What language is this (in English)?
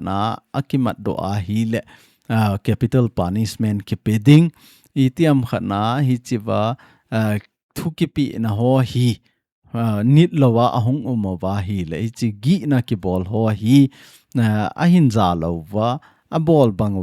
Thado Chin